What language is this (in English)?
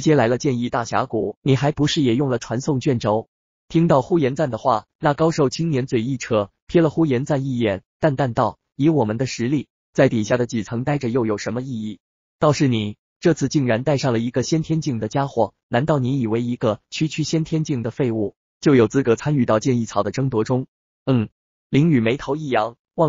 Chinese